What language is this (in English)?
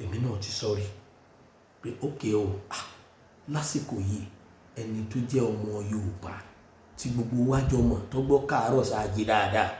Yoruba